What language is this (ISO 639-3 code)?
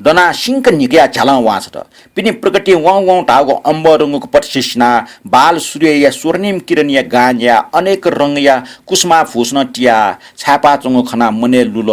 new